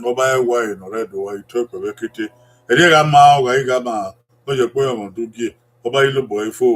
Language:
Bini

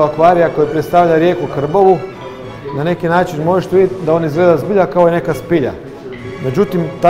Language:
Croatian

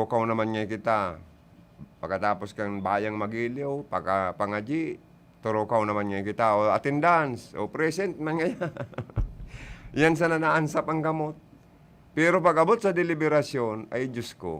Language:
Bikol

